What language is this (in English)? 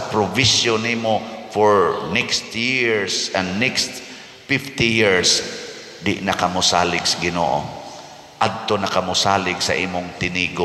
Cebuano